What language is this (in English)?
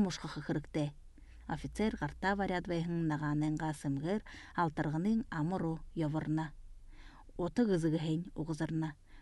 Buriat